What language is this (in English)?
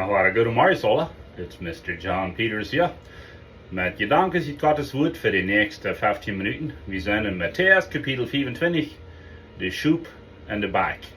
Plautdietsch